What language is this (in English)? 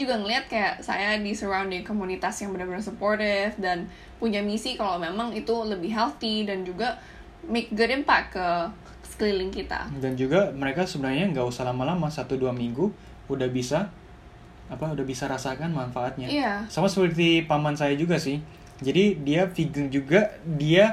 Indonesian